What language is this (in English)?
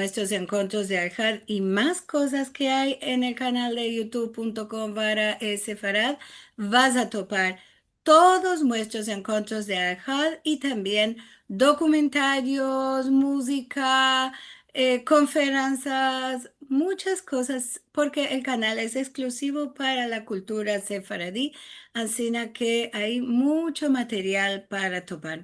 Ladino